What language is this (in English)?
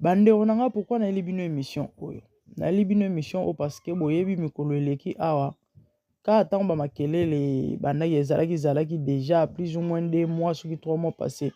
Lingala